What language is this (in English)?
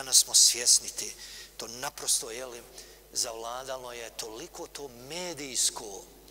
Bosnian